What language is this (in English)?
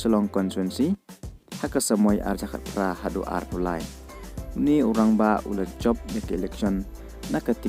Khasi